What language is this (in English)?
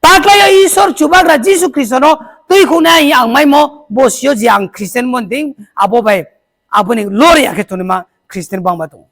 Riang (India)